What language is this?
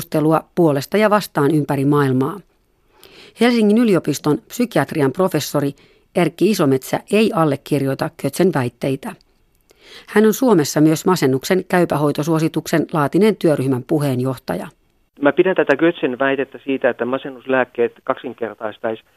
Finnish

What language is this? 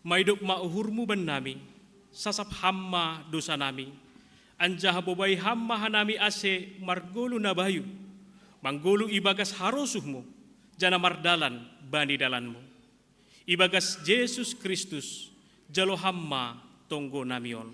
Batak Simalungun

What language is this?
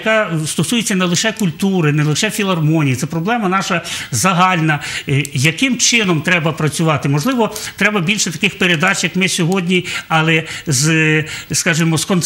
Ukrainian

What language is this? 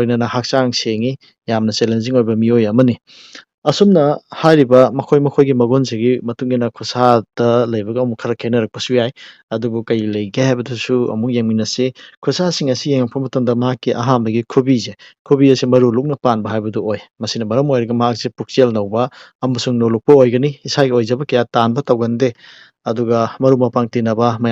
Manipuri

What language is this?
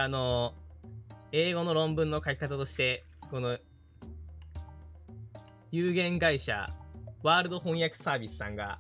Japanese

